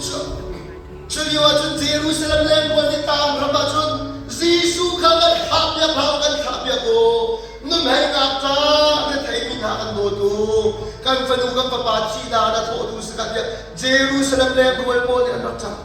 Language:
Hakha Chin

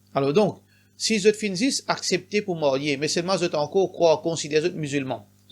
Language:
Morisyen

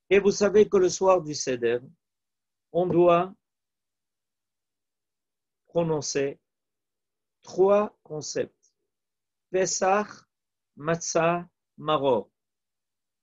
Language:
French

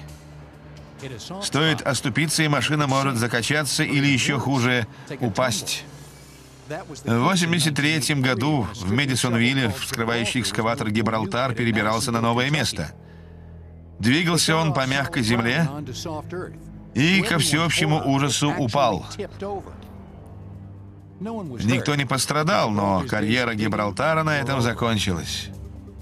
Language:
Russian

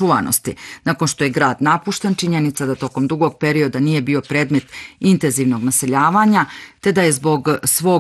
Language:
Bosnian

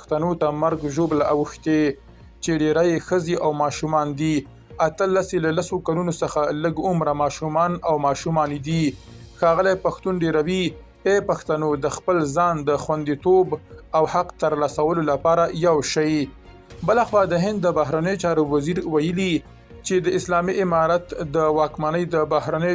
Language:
Pashto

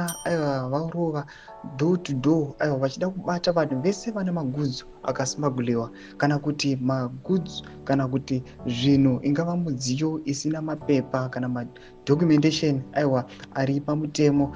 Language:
Shona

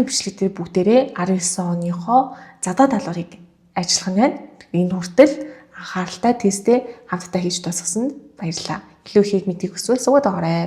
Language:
Mongolian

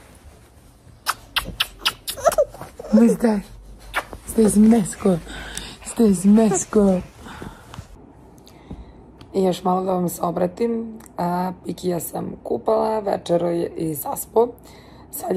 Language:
Serbian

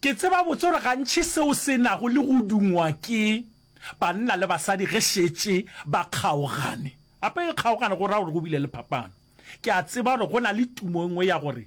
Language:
Northern Sotho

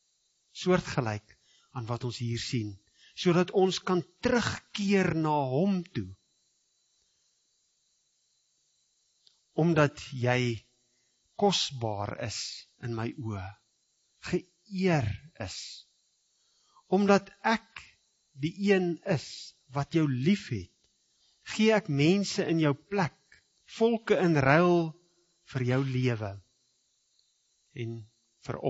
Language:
Afrikaans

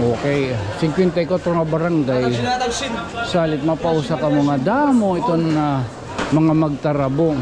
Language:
Waray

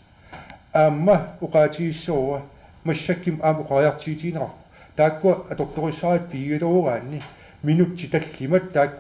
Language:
Kalaallisut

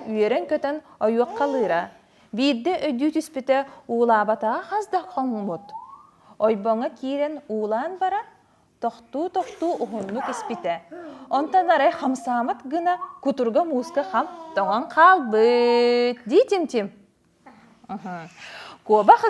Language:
Yakut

